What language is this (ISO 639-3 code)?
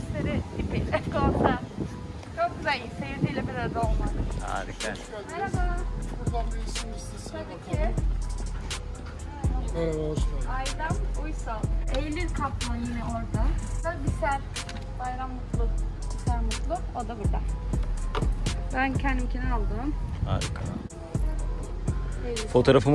tur